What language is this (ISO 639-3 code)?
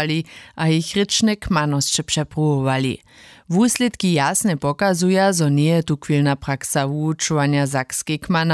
hsb